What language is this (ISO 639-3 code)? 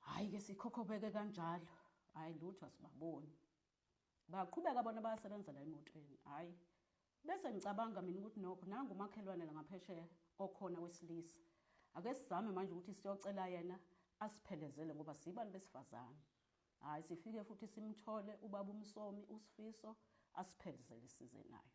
zul